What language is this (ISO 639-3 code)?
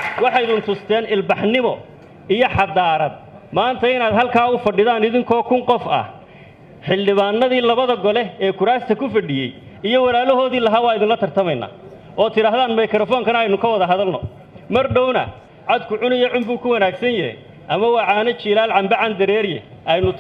som